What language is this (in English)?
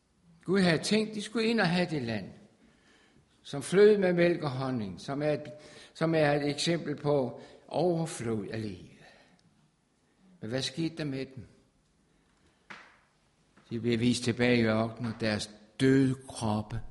Danish